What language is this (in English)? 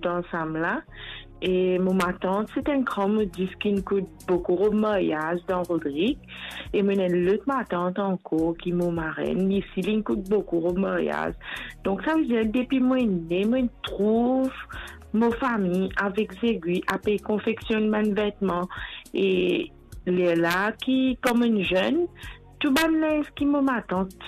Morisyen